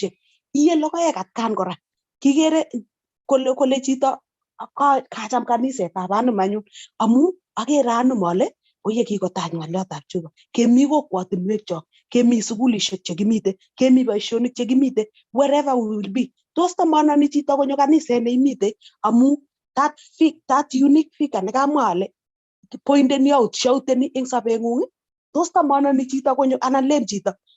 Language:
Kalenjin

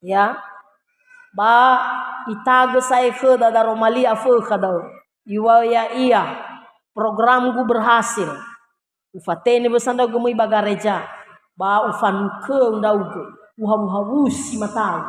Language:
Nias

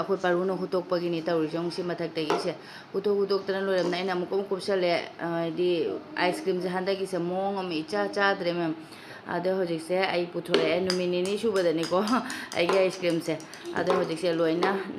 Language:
Manipuri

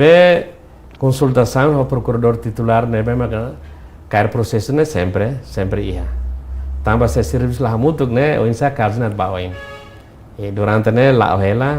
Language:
Tetum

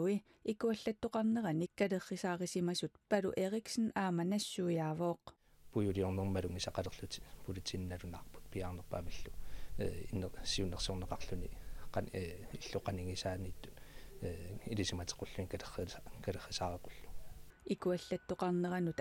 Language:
Kalaallisut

